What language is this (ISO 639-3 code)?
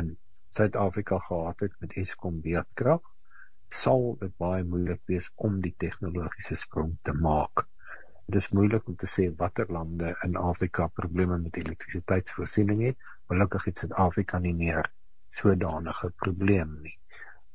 afr